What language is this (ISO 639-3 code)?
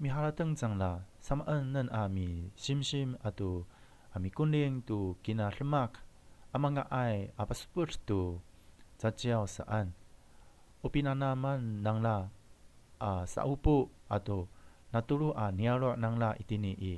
ami